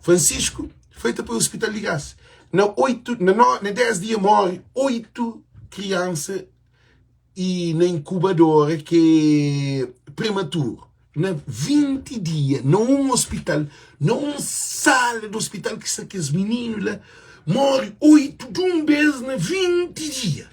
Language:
Kabuverdianu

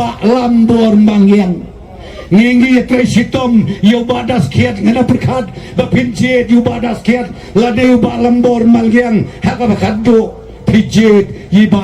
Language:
Khasi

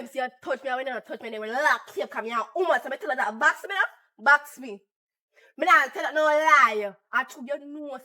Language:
Jamaican Creole English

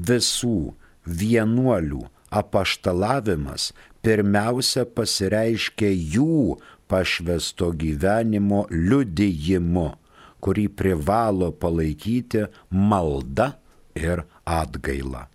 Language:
Lithuanian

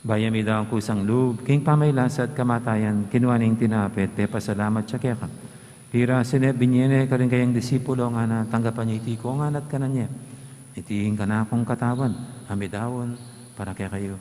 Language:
Pampanga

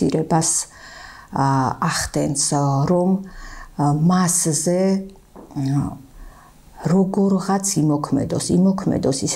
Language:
Georgian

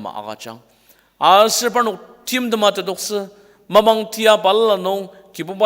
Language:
Ao Naga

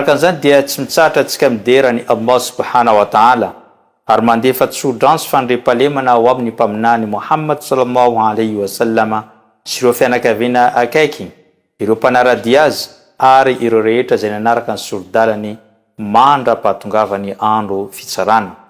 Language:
Malagasy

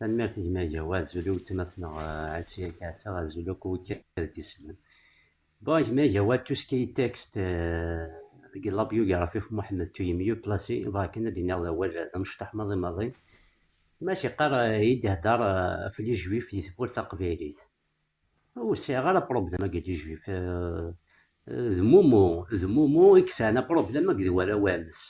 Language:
Kabyle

